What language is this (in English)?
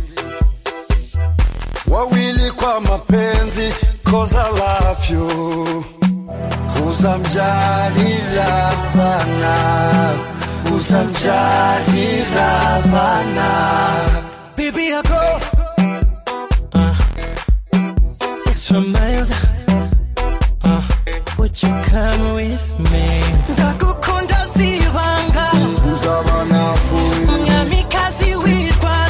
Kinyarwanda